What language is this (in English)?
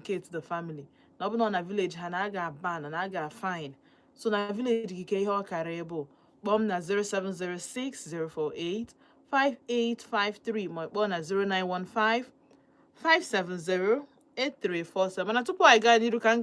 Igbo